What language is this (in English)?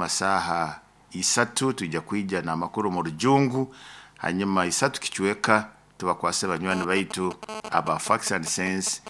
Nyoro